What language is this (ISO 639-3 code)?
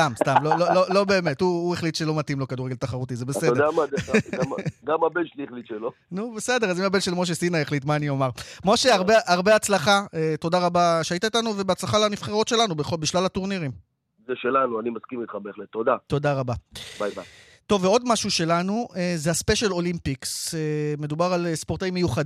heb